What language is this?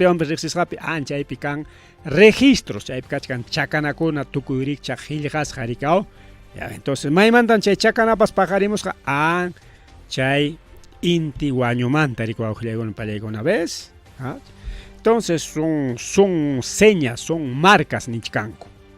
Ayacucho Quechua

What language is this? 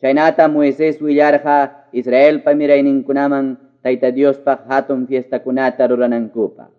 Quechua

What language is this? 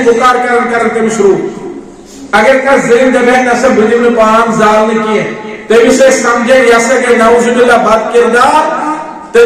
Kashmiri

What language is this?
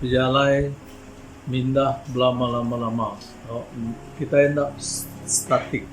Iban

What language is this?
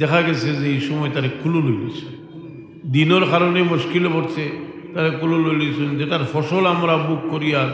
Sylheti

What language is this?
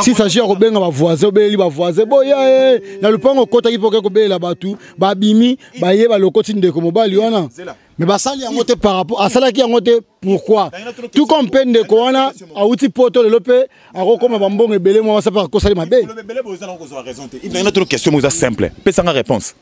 Lingala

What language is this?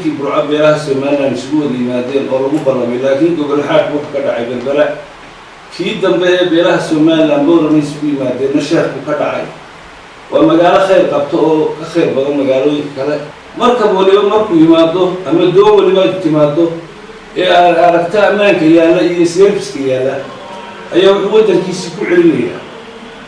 Somali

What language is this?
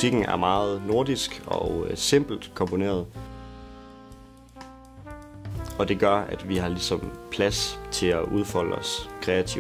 Danish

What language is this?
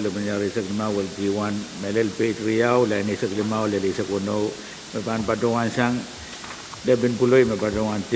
Pohnpeian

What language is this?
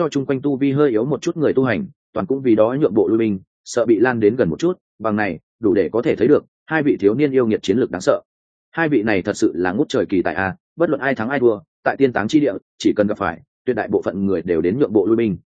Vietnamese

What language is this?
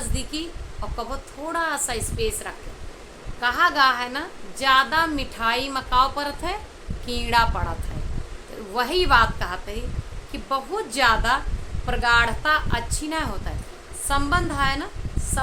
Awadhi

